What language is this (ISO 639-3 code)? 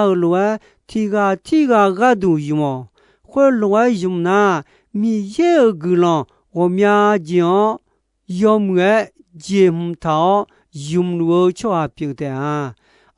ahk